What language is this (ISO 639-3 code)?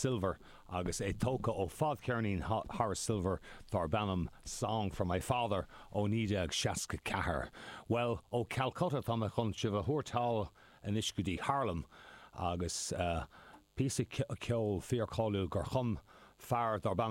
gle